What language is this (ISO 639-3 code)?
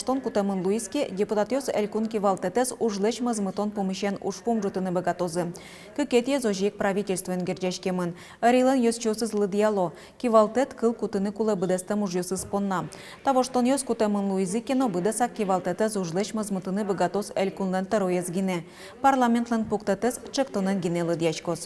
udm